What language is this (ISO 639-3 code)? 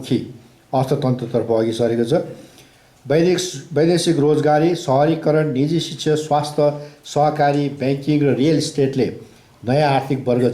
nep